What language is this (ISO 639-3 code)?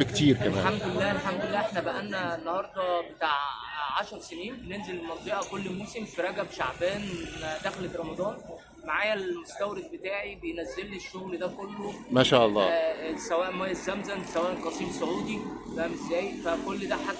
arz